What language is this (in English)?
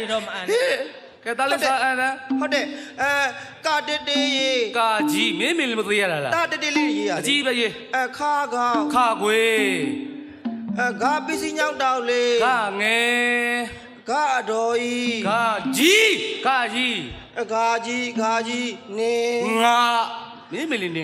Burmese